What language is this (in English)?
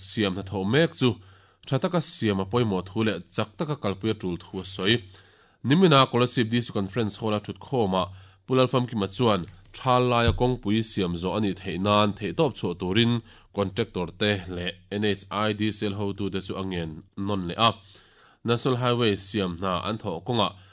Mizo